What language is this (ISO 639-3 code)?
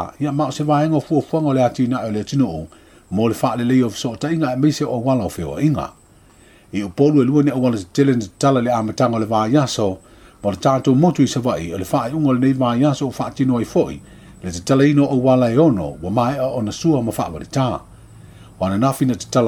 smo